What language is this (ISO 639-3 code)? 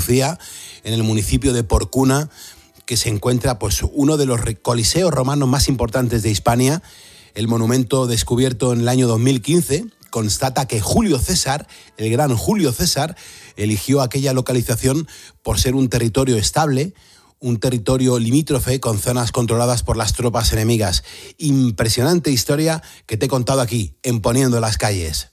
spa